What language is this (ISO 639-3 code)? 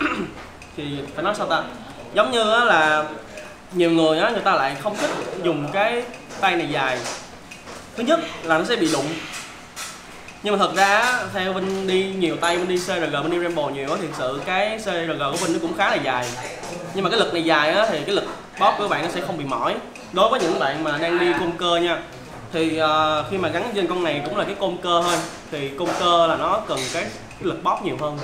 vie